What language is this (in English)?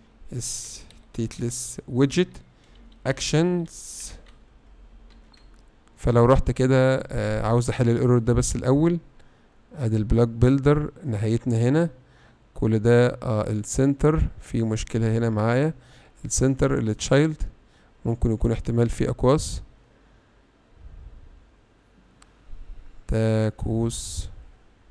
Egyptian Arabic